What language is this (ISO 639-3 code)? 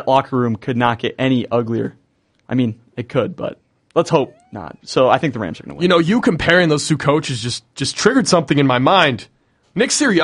eng